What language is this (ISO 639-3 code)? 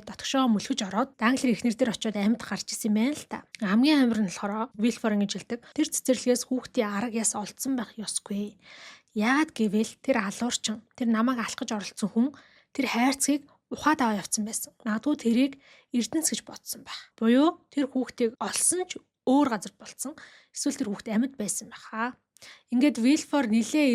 mon